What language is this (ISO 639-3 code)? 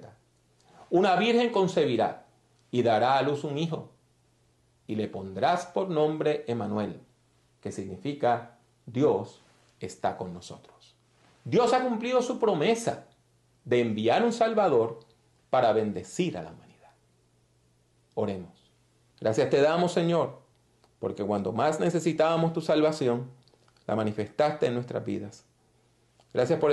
spa